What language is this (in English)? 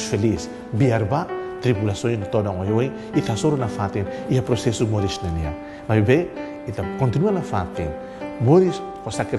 Tetum